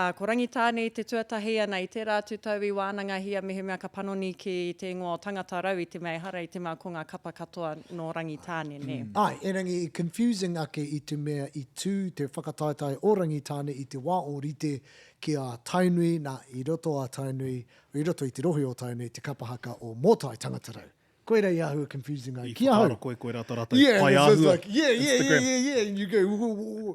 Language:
Māori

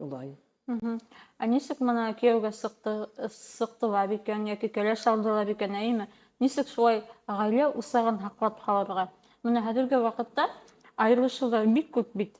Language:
Bashkir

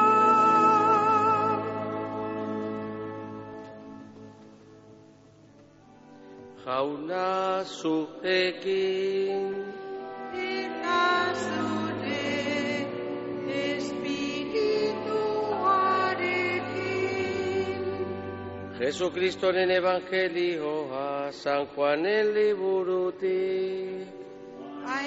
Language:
Basque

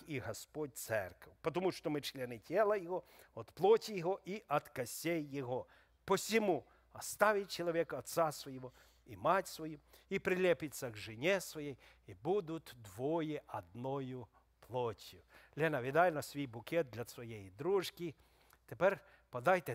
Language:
Ukrainian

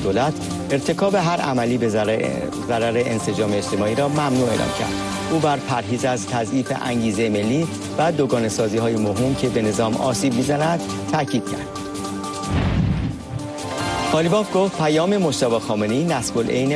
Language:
Persian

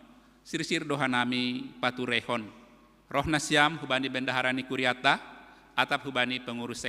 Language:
Batak Simalungun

